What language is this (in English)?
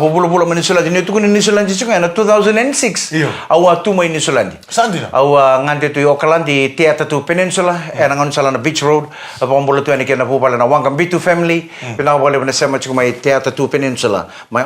Fijian